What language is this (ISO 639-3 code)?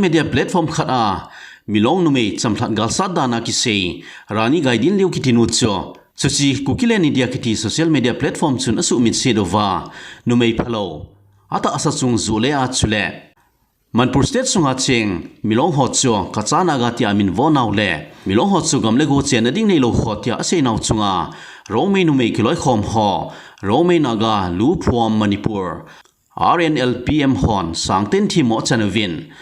tcz